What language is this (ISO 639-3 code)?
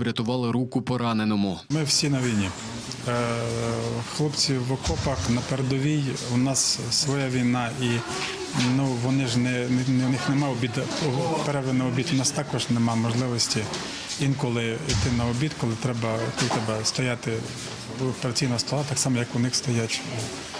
ukr